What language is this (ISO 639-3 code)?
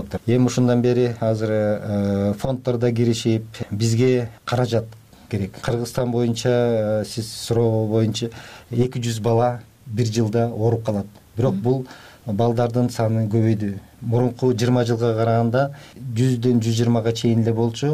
kir